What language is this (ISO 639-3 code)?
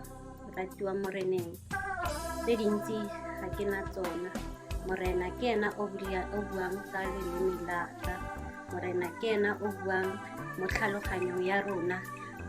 tsn